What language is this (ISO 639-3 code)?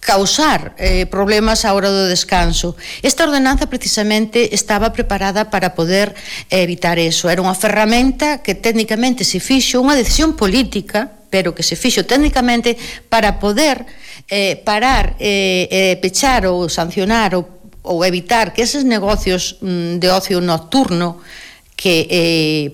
glg